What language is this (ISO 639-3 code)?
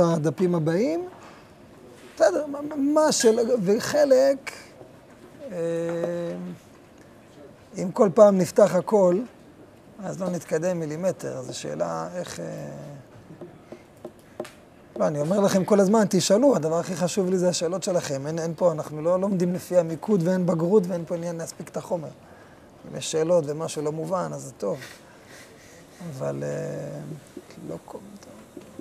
heb